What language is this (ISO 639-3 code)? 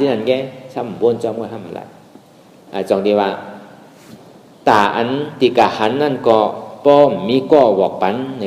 shn